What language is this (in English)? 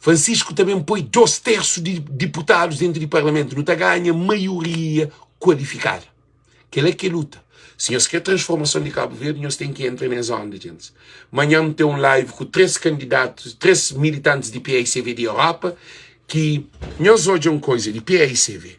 Kabuverdianu